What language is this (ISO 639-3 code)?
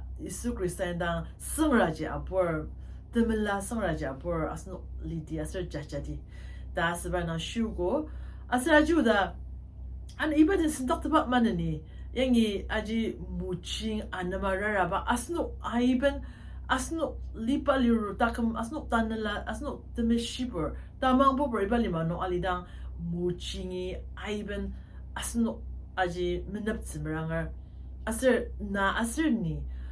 njo